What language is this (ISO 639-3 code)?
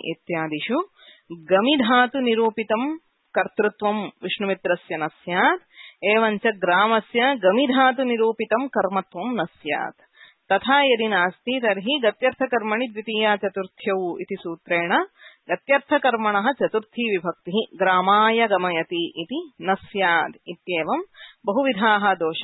san